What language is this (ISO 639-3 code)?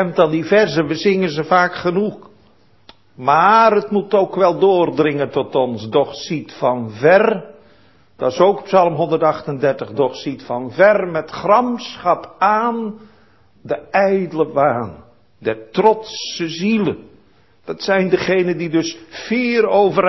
nld